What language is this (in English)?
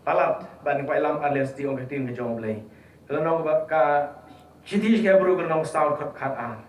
Khasi